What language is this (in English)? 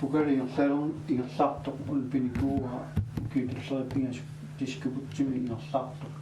Kalaallisut